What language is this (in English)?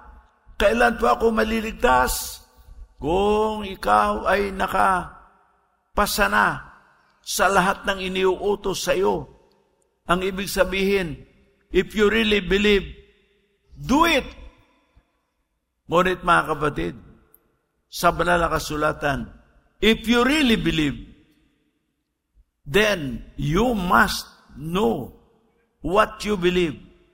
Filipino